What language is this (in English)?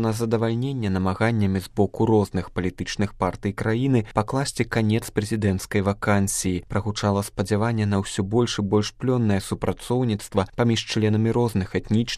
Belarusian